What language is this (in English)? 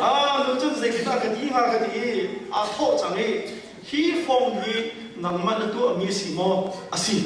Hakha Chin